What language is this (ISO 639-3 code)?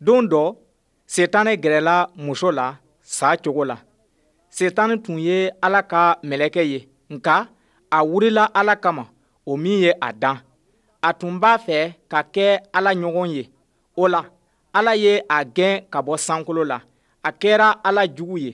bam